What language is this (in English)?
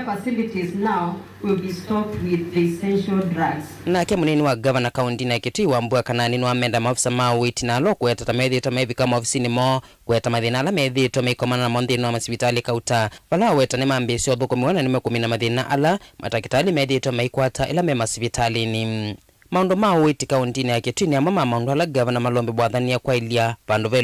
Kamba